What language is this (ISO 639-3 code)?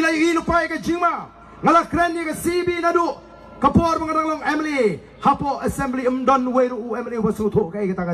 kha